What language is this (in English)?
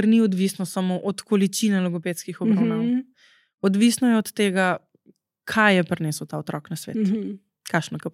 Slovenian